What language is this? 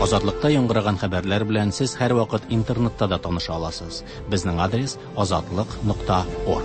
Tatar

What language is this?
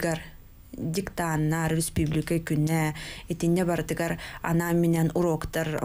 Yakut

